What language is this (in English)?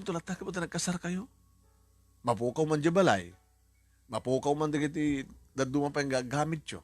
Iloko